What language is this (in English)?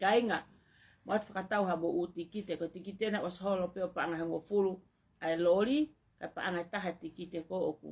Tongan